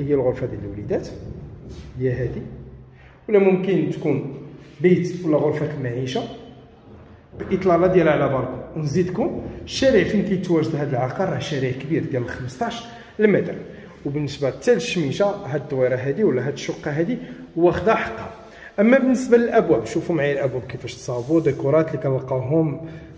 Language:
Moroccan Arabic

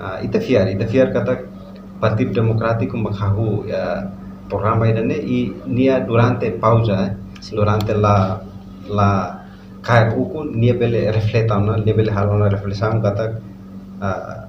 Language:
Tetum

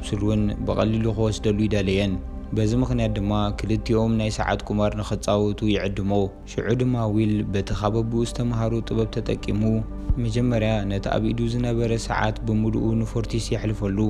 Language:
Tigrinya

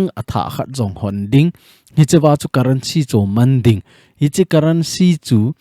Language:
Thado Chin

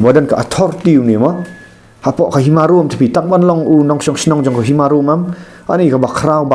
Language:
Khasi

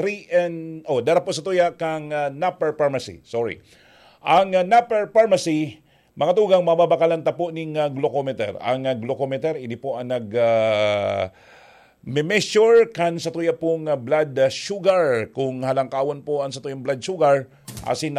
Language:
Bikol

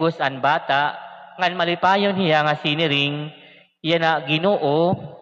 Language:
Waray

